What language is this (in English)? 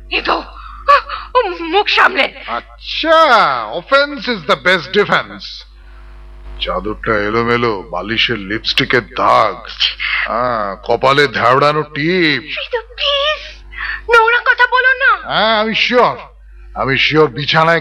Bangla